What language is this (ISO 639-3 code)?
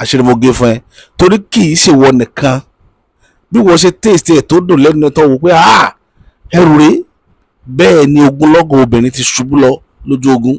yor